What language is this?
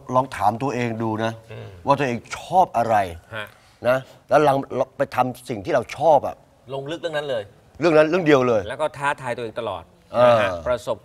Thai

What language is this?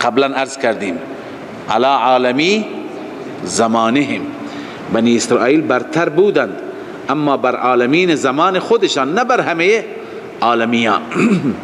Persian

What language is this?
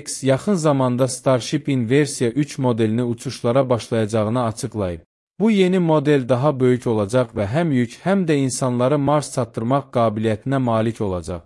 Azerbaijani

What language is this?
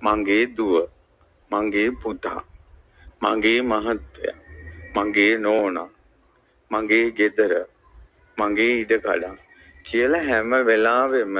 Sinhala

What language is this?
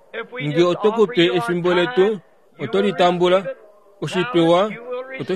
Kuanyama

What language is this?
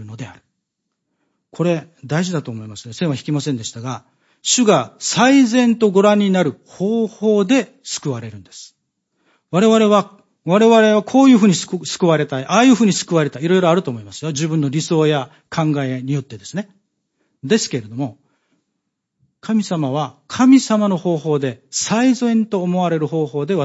Japanese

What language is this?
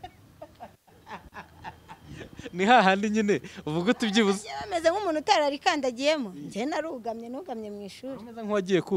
Kinyarwanda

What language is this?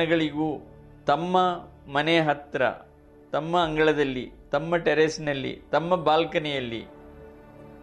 Kannada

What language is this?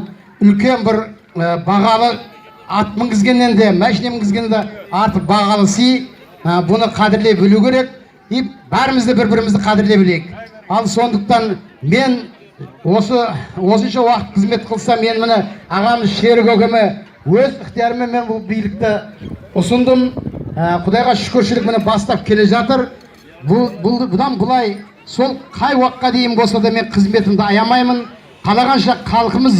Kazakh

